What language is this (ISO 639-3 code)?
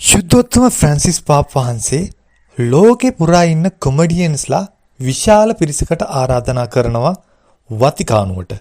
sin